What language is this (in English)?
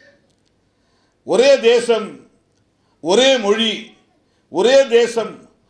Tamil